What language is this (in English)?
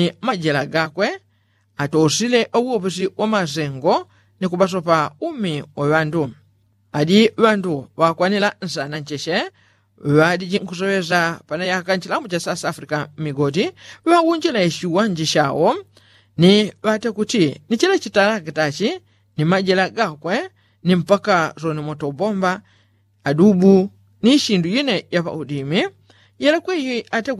Yao